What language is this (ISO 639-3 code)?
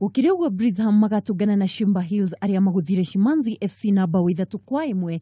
kik